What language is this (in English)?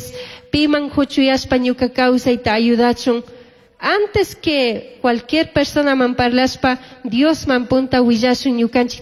Chimborazo Highland Quichua